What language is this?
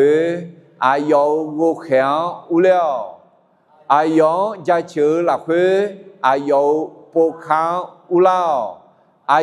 Akha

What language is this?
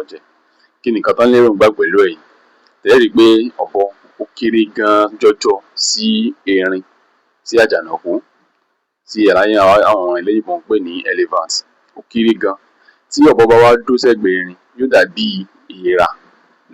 Yoruba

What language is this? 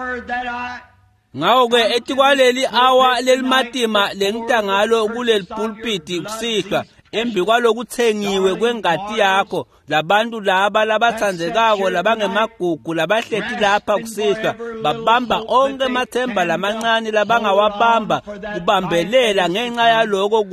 Swati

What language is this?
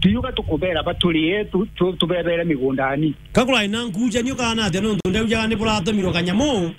Meru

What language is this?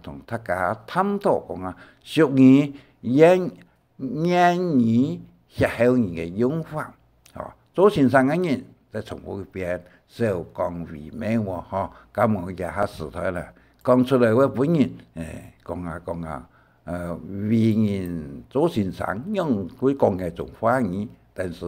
Hakka Chinese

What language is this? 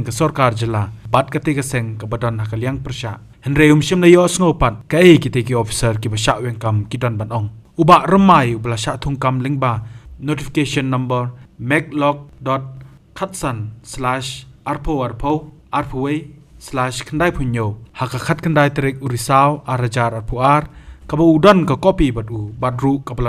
Khasi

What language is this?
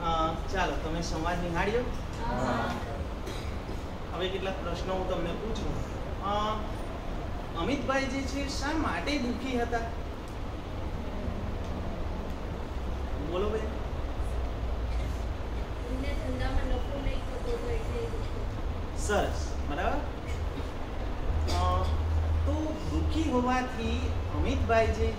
Gujarati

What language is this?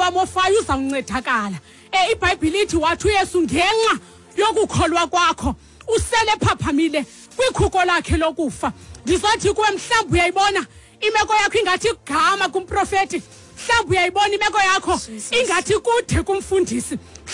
Xhosa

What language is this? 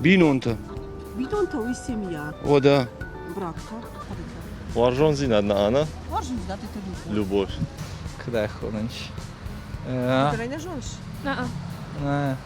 Ossetic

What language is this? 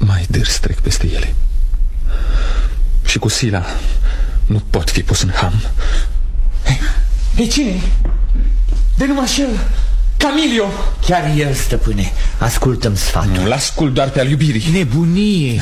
Romanian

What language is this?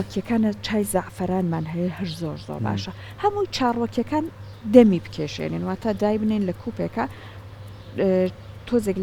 Central Kurdish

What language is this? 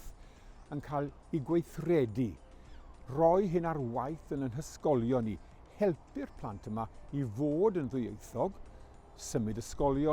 Welsh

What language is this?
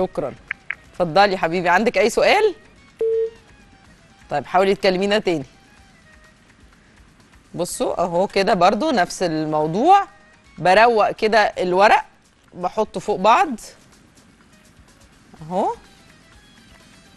Egyptian Arabic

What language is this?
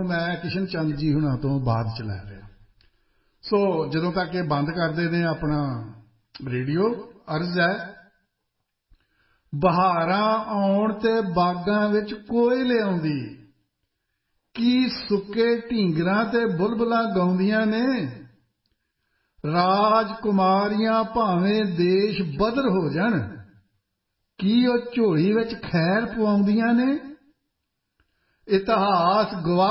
Punjabi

